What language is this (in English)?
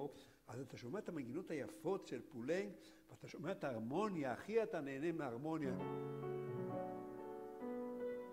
Hebrew